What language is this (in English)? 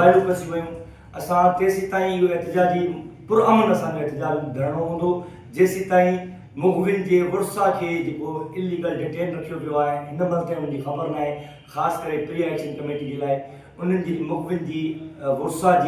Sindhi